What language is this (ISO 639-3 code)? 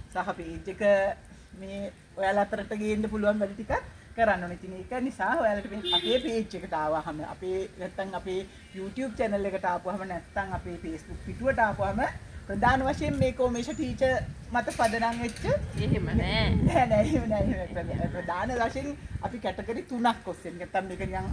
sin